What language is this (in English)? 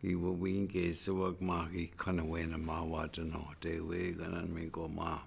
Chippewa